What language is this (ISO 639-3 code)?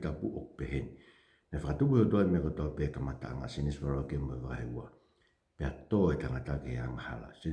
ton